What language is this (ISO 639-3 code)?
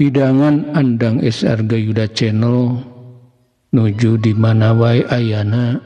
sun